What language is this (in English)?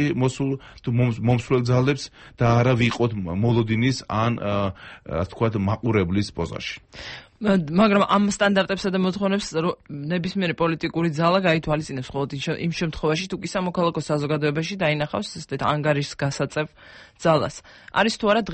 Georgian